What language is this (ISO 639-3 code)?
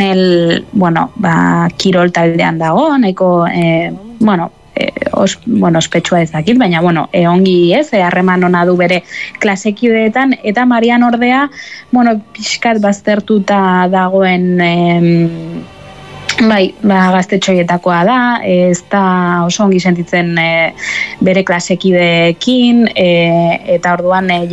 eus